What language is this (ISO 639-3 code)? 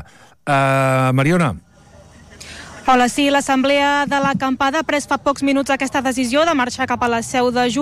cat